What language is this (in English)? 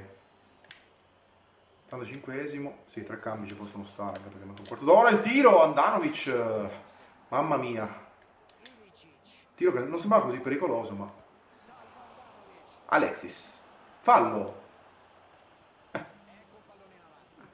Italian